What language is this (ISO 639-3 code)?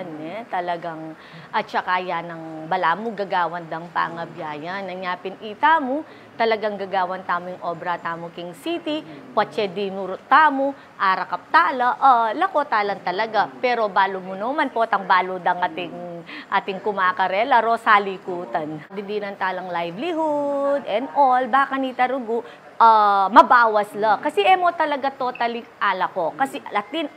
pam